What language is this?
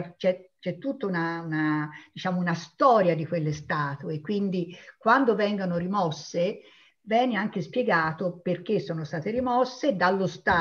Italian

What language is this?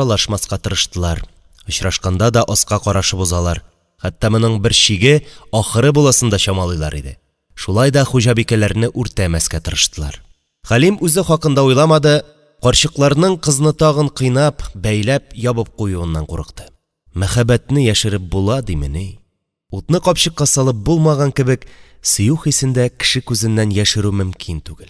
Tatar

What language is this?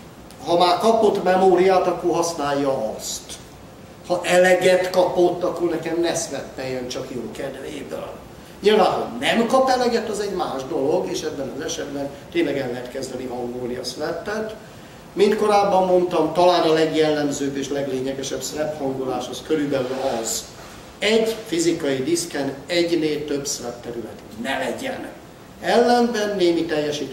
Hungarian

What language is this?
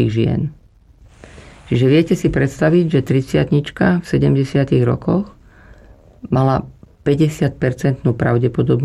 Slovak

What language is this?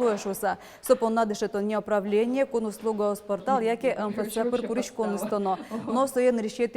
Udmurt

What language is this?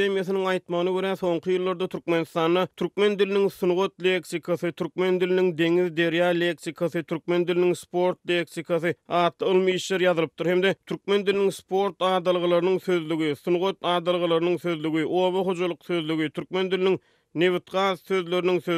Turkmen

